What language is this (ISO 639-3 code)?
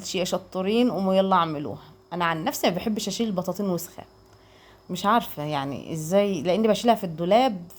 arz